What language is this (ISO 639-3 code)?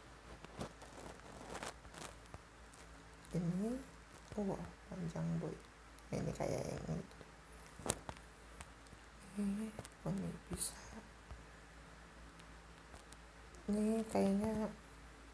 ind